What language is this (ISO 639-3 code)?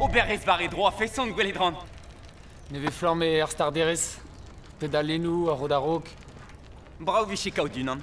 bre